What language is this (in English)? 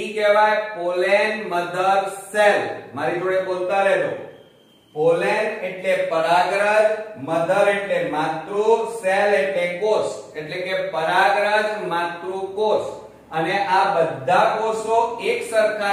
Gujarati